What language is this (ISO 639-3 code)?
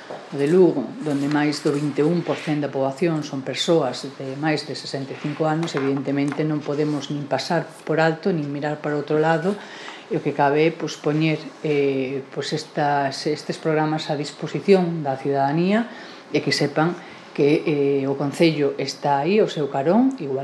glg